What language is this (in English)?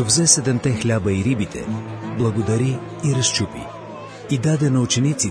Bulgarian